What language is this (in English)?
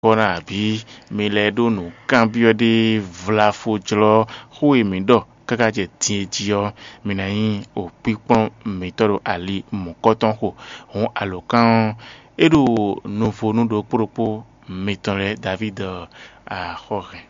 Fon